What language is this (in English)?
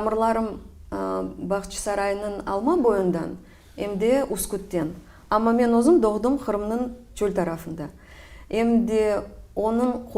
Crimean Tatar